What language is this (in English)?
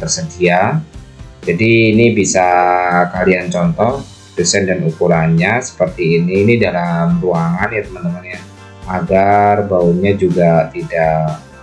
Indonesian